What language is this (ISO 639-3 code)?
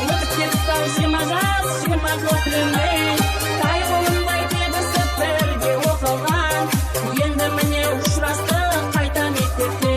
kaa